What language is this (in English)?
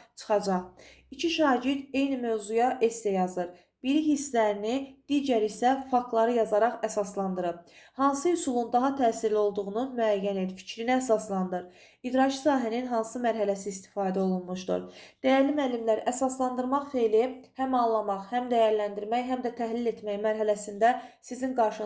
Azerbaijani